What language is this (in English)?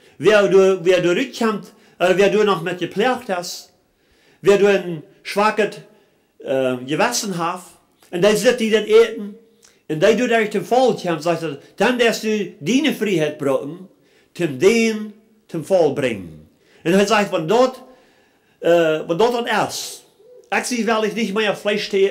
Plautdietsch